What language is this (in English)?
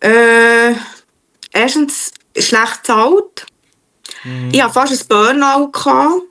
Swiss German